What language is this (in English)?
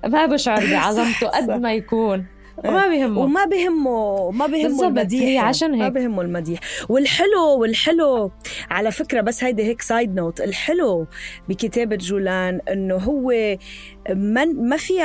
North Levantine Arabic